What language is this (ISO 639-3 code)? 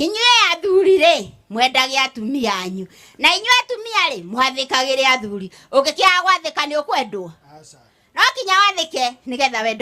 kik